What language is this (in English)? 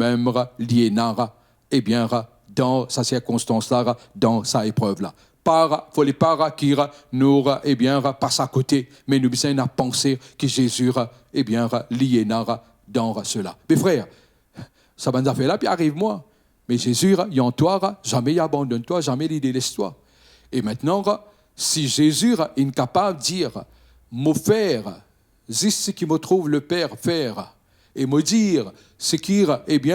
Morisyen